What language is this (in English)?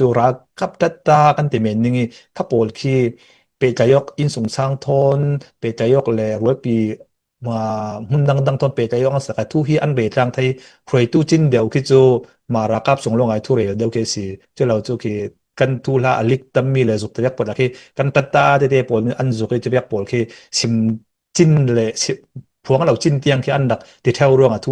Falam Chin